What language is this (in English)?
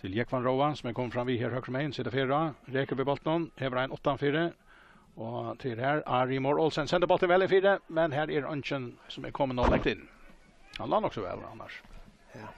Faroese